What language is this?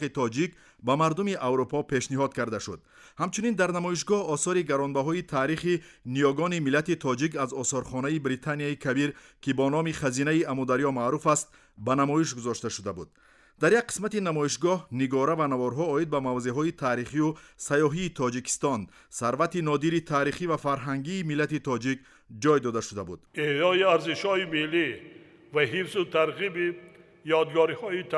Tajik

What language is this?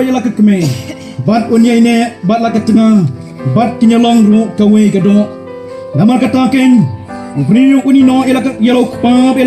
Khasi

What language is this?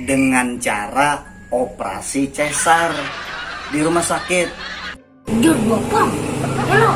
Banjar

